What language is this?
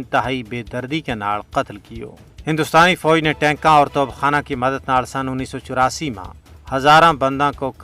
Gujari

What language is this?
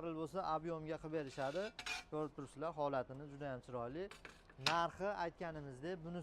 Uzbek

